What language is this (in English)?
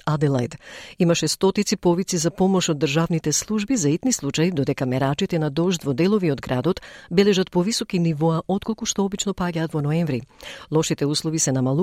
Macedonian